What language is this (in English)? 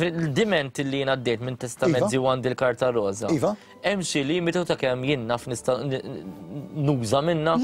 Maltese